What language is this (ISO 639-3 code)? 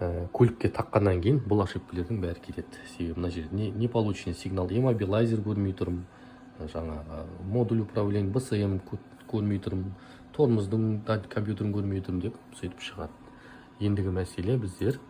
kaz